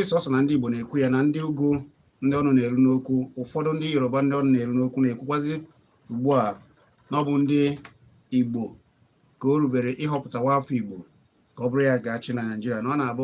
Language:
Igbo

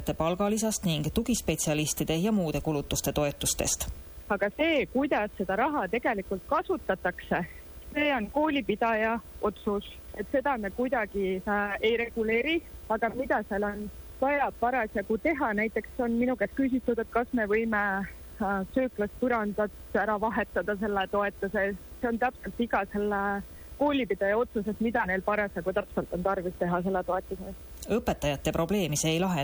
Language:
Estonian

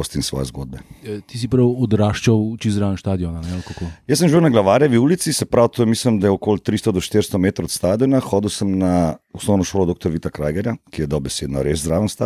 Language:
Slovenian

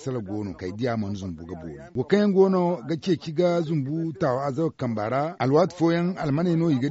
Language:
Zarma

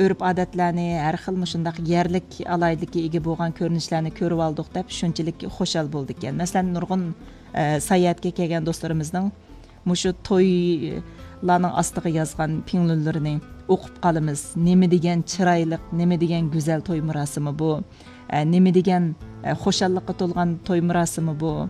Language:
Uyghur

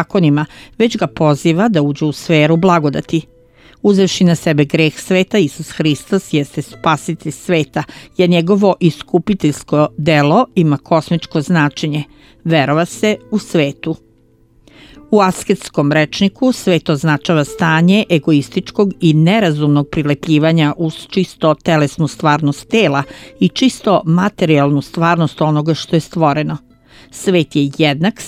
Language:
Serbian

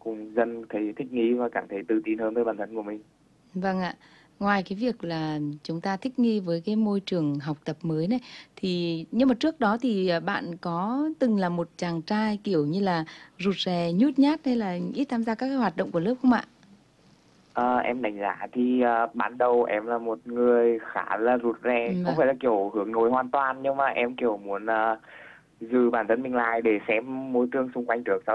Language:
Vietnamese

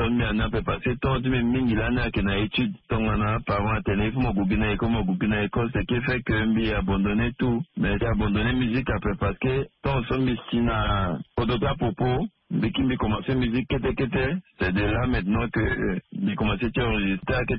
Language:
Sango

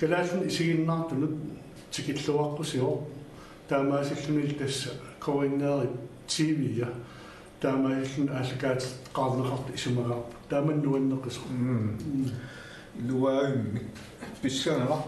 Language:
Kalaallisut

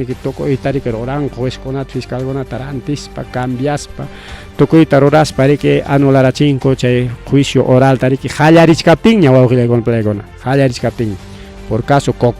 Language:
Ayacucho Quechua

